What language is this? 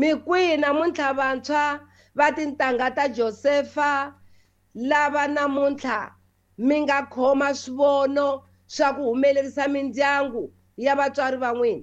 Tsonga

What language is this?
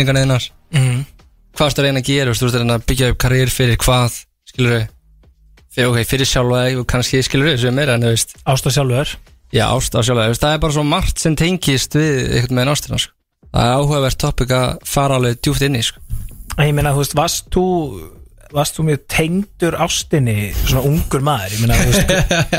Icelandic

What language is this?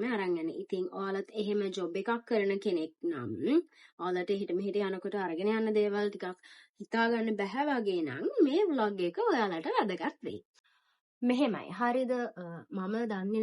Sinhala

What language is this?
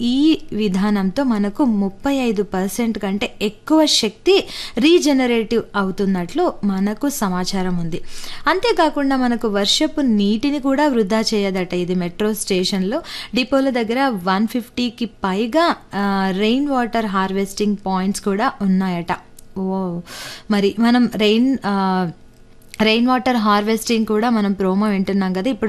Telugu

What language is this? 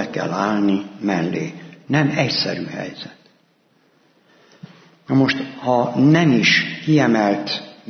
Hungarian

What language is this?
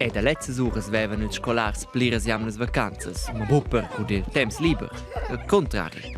Romansh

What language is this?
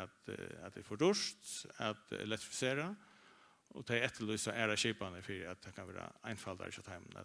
Faroese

